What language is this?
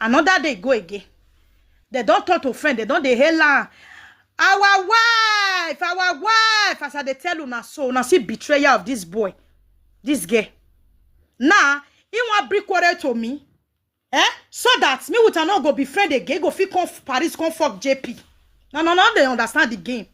Nigerian Pidgin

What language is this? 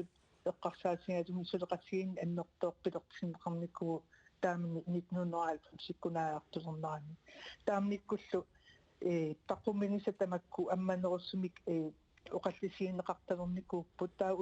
Kalaallisut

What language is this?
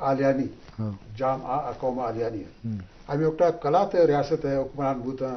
Eastern Balochi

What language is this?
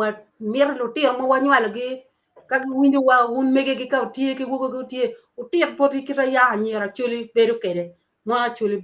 Acoli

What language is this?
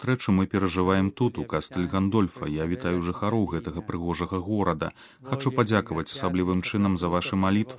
Belarusian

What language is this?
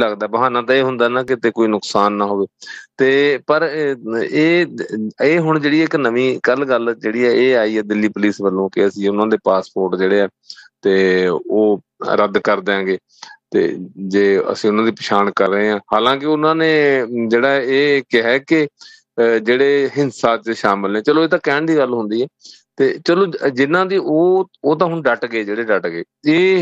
Punjabi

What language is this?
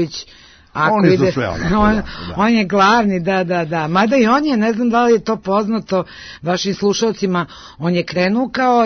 Serbian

